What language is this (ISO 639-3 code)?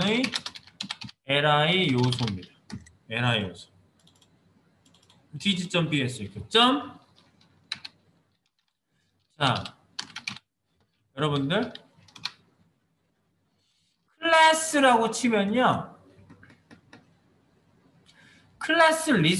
kor